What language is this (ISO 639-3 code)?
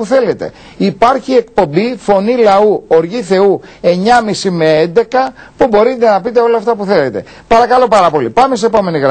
ell